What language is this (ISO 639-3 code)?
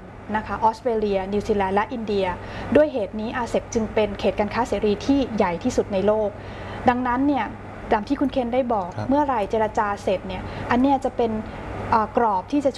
tha